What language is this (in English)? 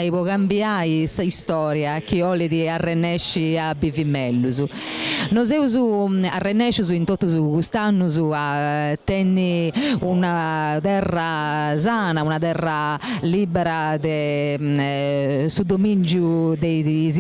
Sardinian